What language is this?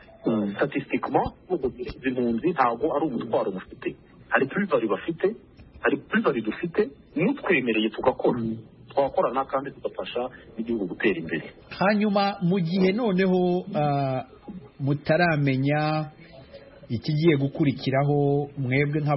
Kinyarwanda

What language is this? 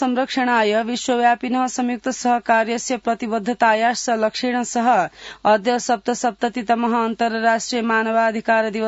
Sanskrit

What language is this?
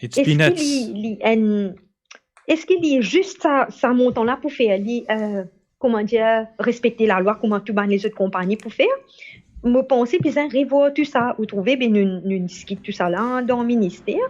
Morisyen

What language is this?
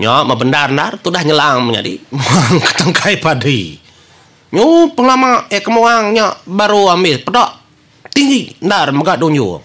Iban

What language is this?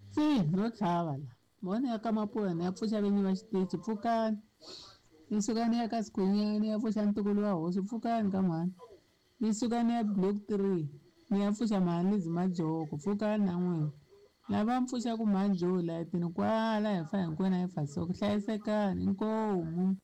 Tsonga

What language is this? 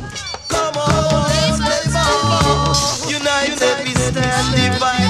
English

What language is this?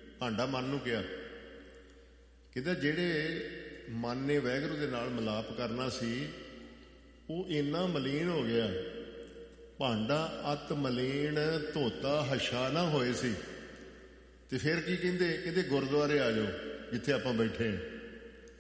Punjabi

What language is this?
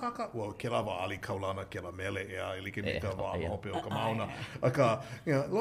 Hawaiian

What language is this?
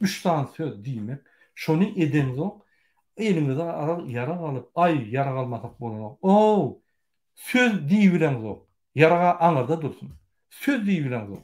Turkmen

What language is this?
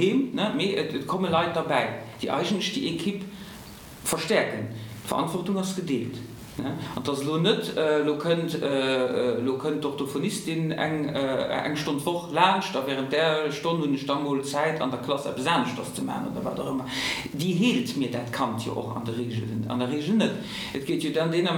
Luxembourgish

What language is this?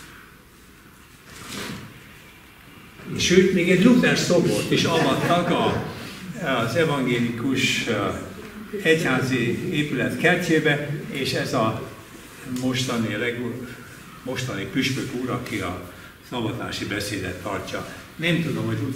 Hungarian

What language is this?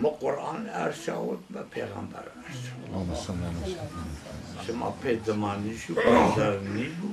Zaza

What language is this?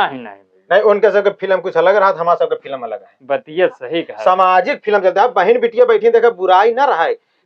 Awadhi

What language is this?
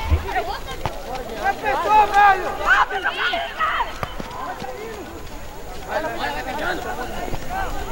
Portuguese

